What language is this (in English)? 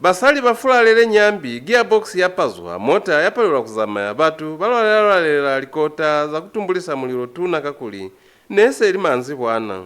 Lozi